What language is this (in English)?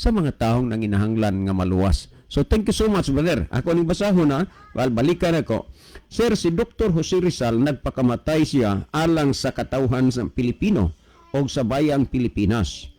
Cebuano